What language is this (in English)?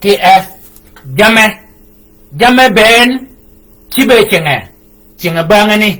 Shilluk